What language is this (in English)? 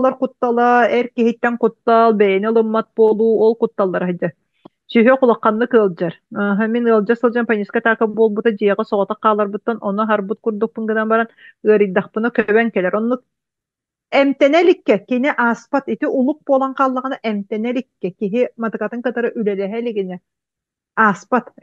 Yakut